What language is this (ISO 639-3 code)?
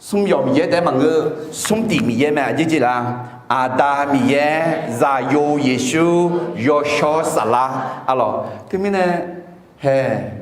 ahk